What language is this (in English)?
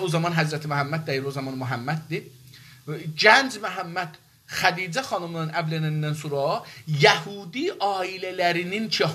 South Azerbaijani